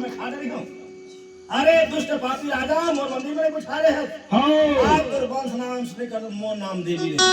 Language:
Chhattisgarhi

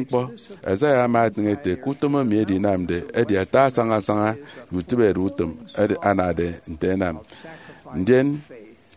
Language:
Efik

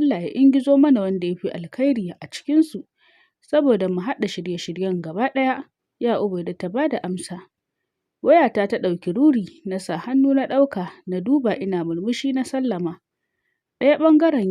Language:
Hausa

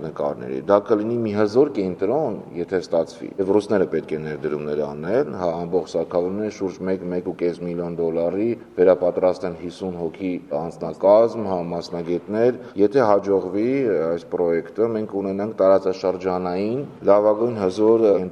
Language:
Armenian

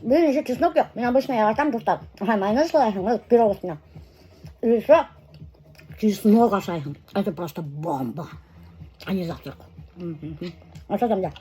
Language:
Bashkir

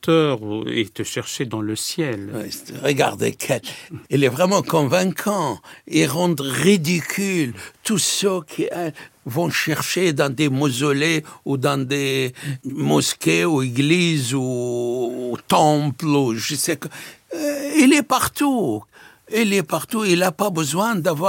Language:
French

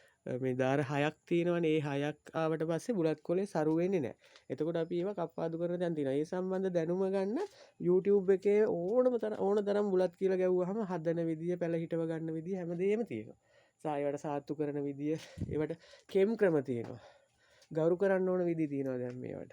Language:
Sinhala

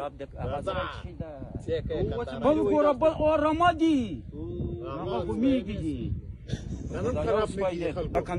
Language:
Pashto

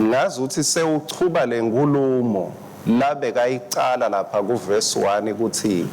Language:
Swati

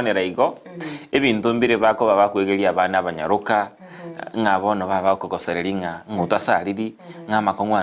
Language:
Gusii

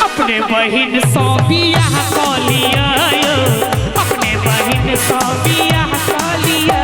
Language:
Maithili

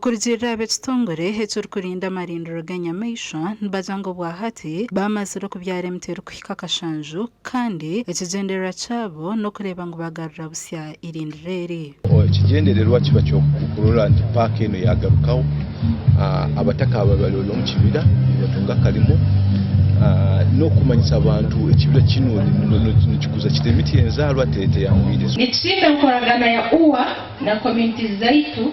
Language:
Nyankole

